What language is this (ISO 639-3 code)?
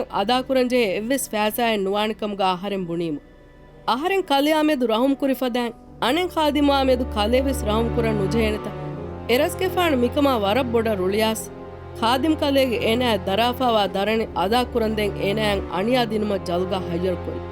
div